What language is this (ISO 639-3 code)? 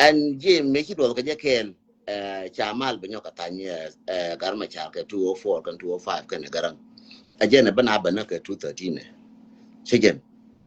nus